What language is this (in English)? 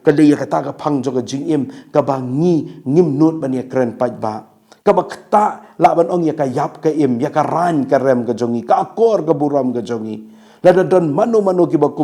Khasi